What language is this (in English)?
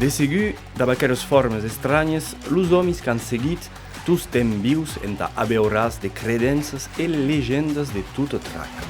Occitan